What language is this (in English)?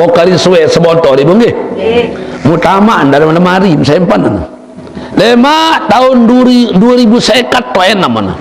Sasak